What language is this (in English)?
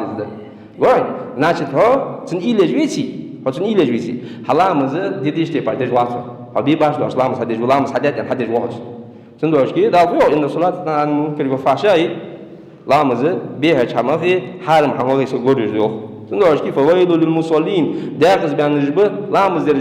Ingush